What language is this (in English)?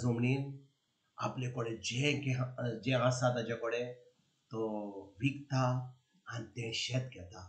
Konkani